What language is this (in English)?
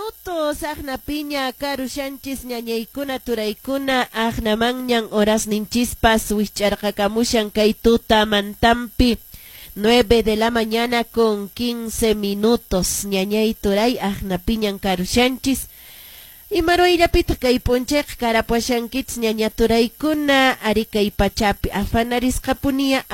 Quechua